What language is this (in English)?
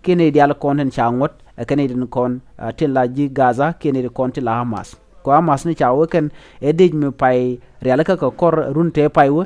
Nuer